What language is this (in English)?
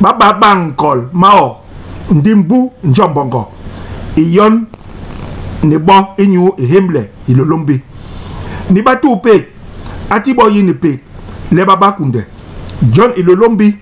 Basaa